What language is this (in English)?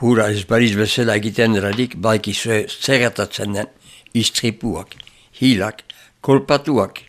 Basque